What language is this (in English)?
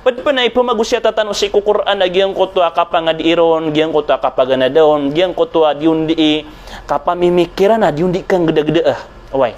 Maranao